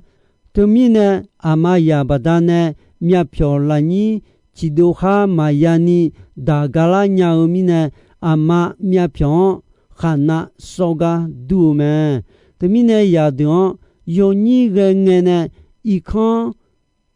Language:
Akha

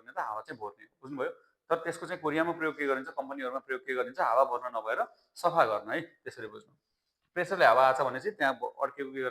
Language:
Nepali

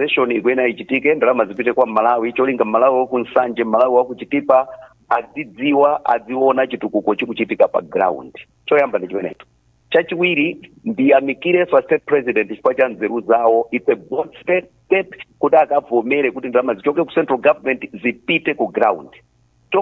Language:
Nyanja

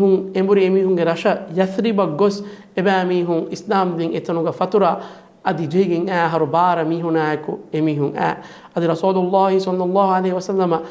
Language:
Divehi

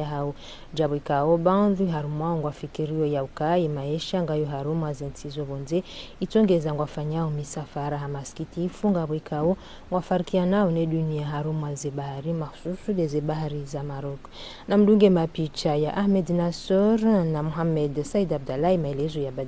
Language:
Ngazidja Comorian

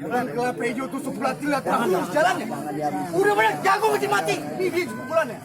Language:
Betawi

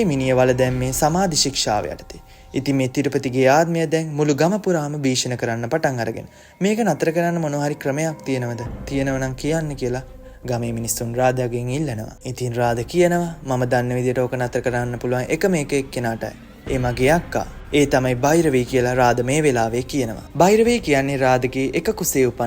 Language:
Sinhala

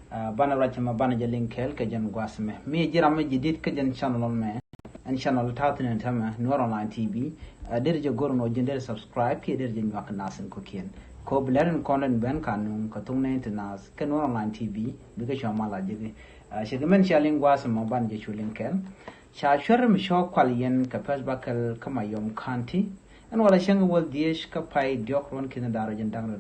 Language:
Nuer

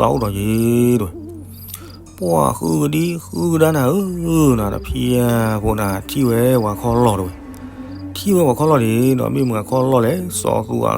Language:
S'gaw Karen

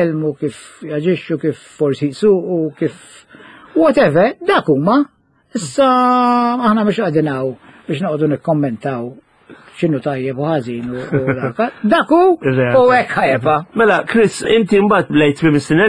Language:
Maltese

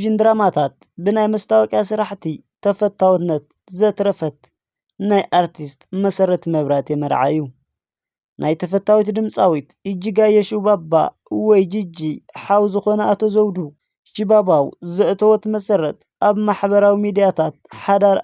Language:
Tigrinya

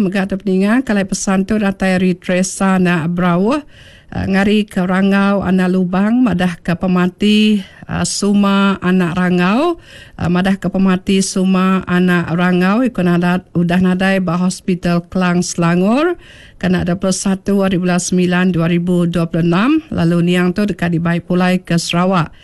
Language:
Iban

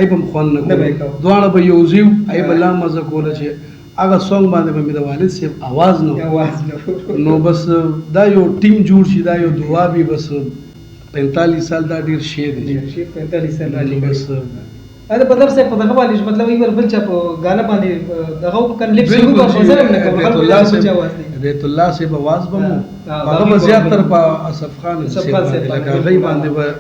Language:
Pashto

